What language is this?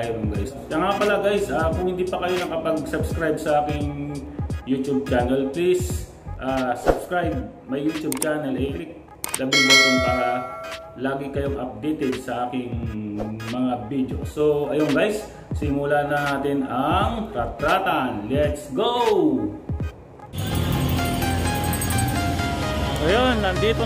Filipino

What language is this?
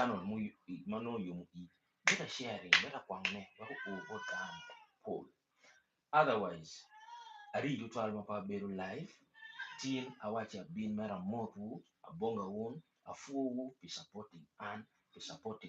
Acoli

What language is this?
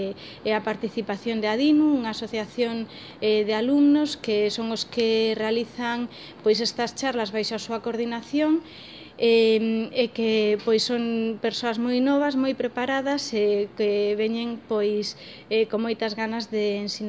Galician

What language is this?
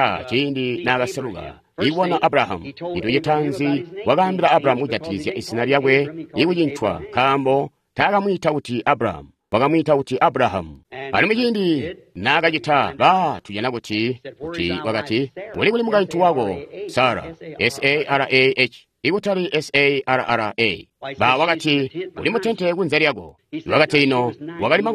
Tonga (Zambia)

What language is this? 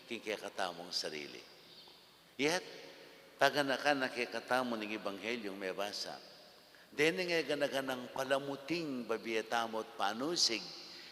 Pampanga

